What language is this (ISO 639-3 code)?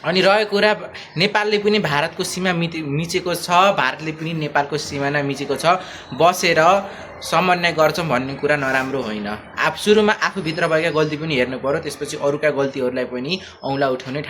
nep